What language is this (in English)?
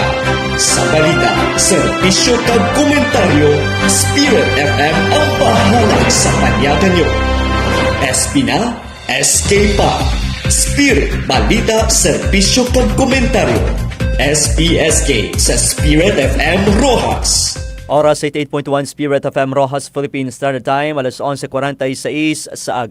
Hiligaynon